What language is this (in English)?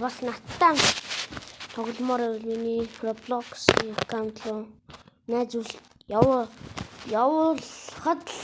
Mongolian